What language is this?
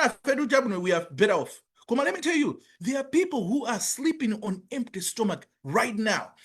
Nyanja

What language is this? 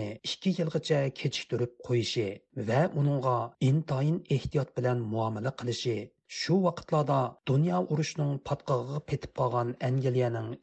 Uyghur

